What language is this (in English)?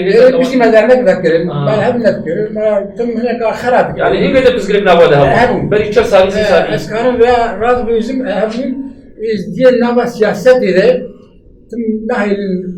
Kurdish